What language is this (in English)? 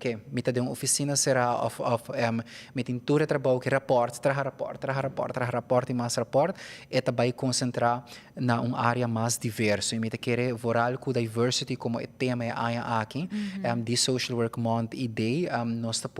Papiamento